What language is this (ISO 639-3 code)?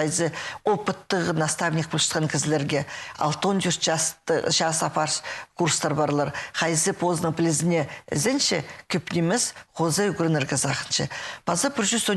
kjh